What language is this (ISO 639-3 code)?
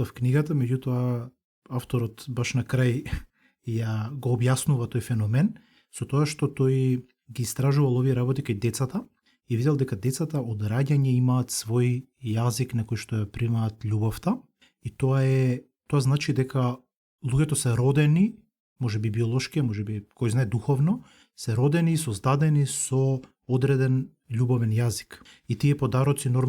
mkd